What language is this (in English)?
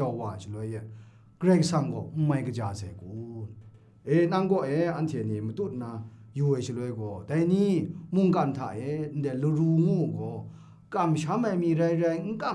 Kachin